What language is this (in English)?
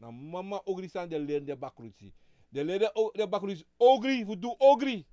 Sranan Tongo